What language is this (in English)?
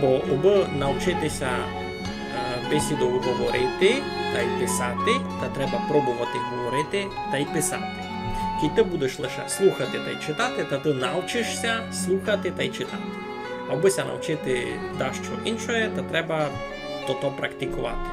Rusyn